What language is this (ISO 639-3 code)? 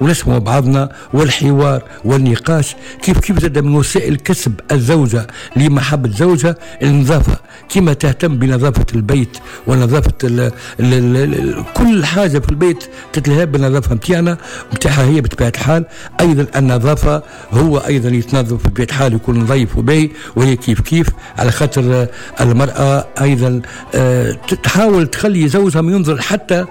aeb